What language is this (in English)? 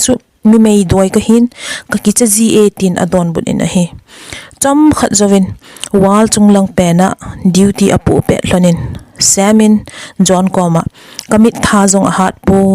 Thado Chin